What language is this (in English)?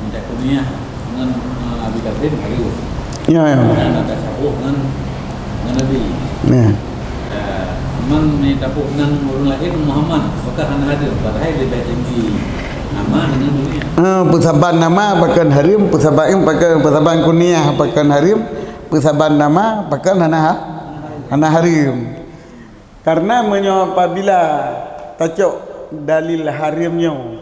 Achinese